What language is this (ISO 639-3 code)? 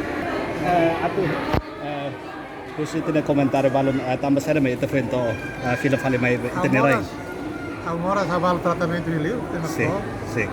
tet